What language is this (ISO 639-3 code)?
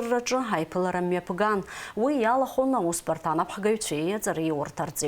abk